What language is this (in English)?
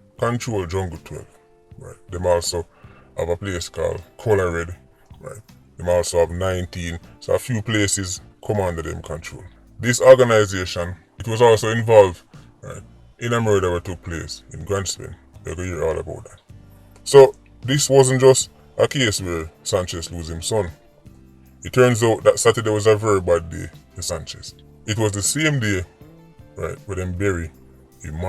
Jamaican Creole English